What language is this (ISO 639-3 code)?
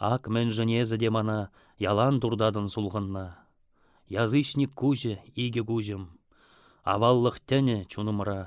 chv